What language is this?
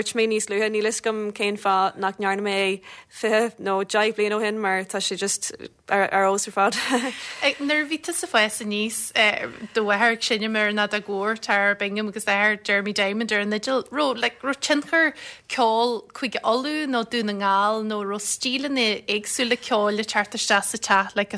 Irish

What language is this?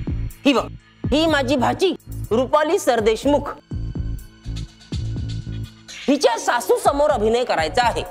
Marathi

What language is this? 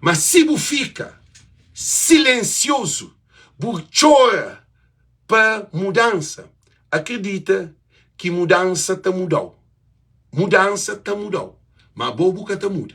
Kabuverdianu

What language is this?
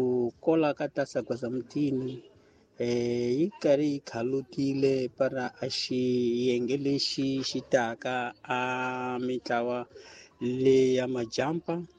Tsonga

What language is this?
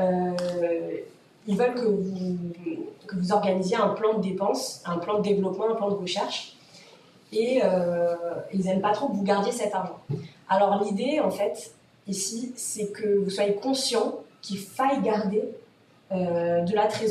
French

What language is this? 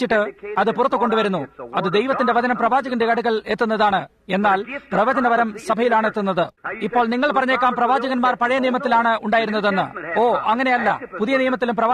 Malayalam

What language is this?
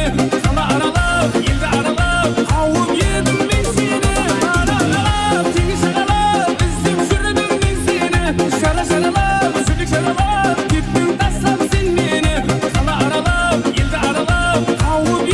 Kara-Kalpak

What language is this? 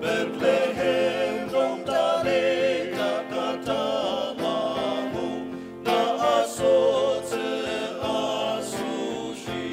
Ao Naga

